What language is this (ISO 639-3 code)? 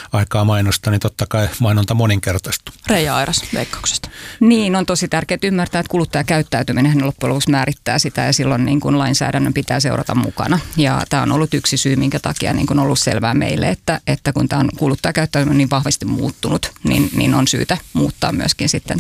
fin